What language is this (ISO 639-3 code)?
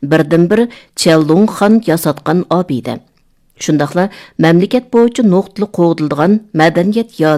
uig